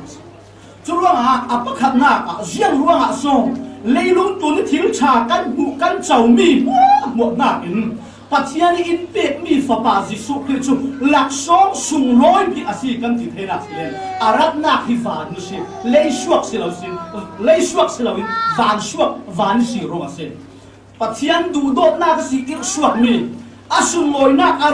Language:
Falam Chin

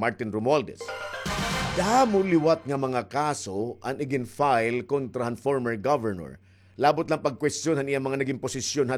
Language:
Waray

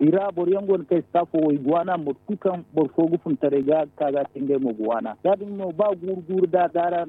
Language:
Zarma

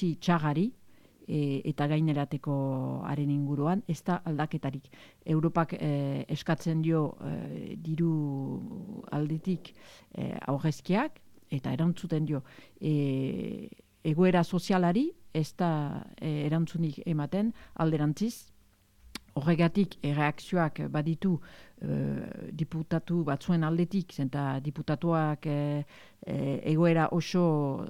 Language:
Basque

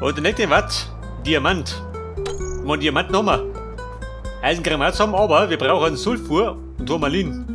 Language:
Bavarian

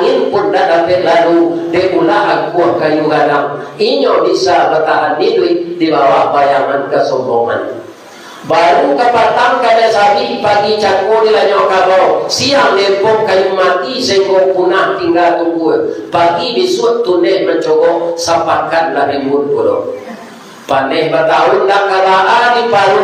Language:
Minangkabau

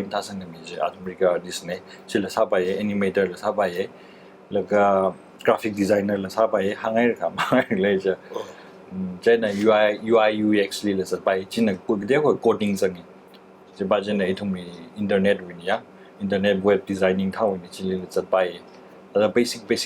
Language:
Tangkhul Naga (India)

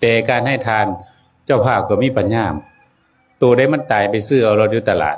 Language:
Northeastern Thai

